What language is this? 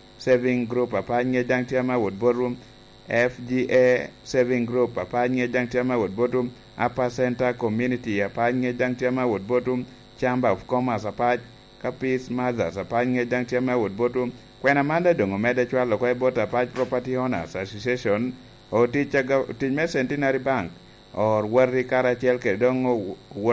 Lango (Uganda)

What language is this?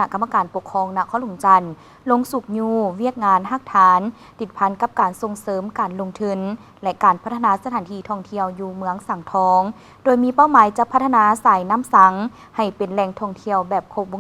Lao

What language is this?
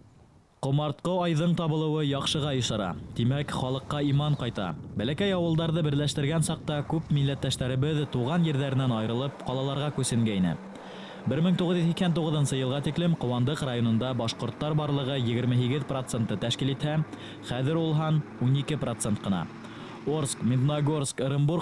Bashkir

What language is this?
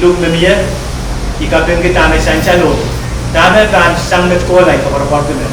Pohnpeian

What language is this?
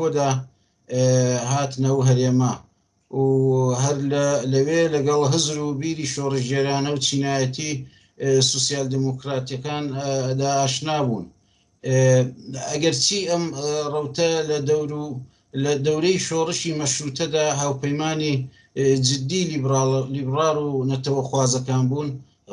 Central Kurdish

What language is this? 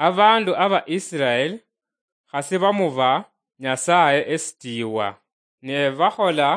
Luyia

